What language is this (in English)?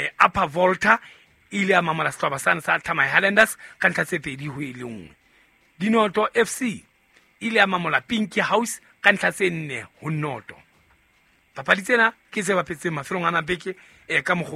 Southern Sotho